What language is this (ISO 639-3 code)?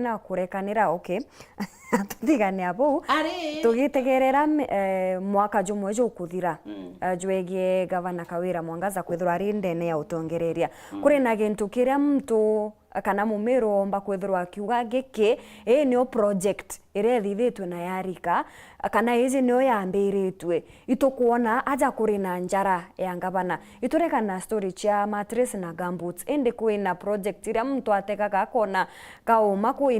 mer